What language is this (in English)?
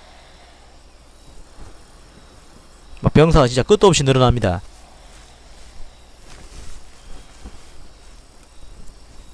Korean